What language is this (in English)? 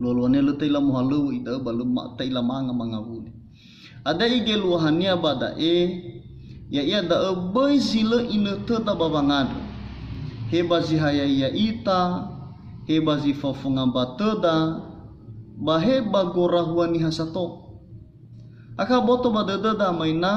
Nias